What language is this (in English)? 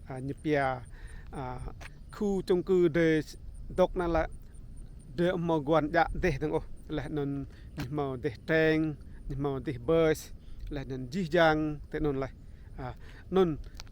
Rade